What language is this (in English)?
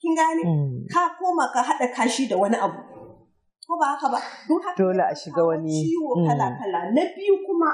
Hausa